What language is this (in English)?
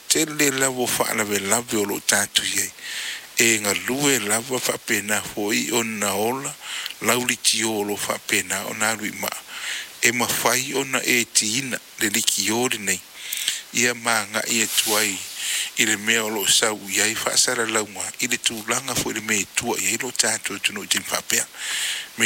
Samoan